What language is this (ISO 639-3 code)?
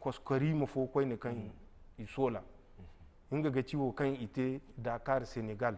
dje